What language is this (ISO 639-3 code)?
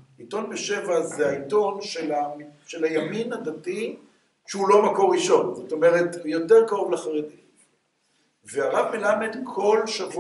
heb